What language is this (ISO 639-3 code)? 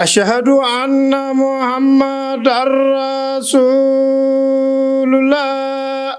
ful